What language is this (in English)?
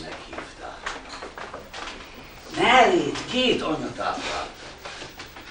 Hungarian